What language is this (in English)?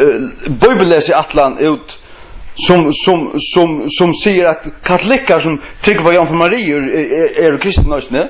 Faroese